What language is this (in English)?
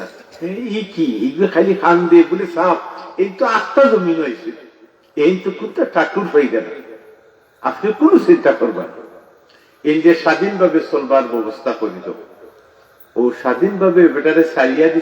Sylheti